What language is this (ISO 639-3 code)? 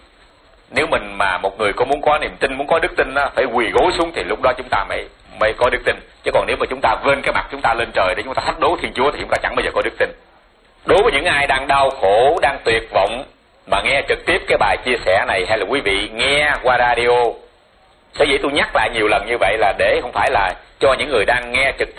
vie